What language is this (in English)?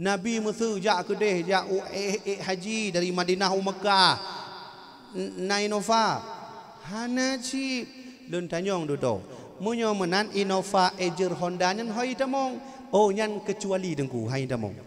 Achinese